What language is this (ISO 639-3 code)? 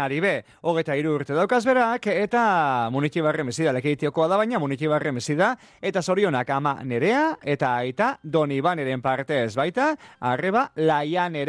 eus